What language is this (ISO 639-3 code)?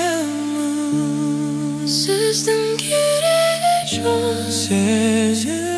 kaz